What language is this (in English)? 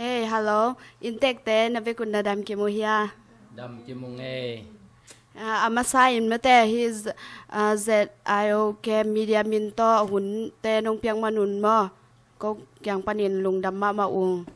Tedim Chin